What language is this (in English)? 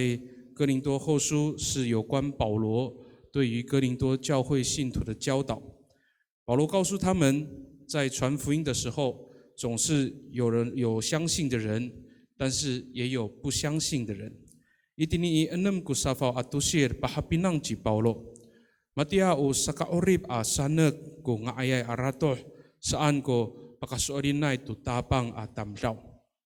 Amis